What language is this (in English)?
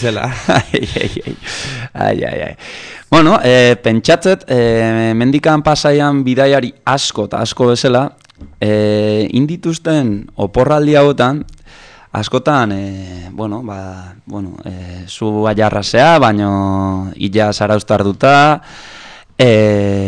Basque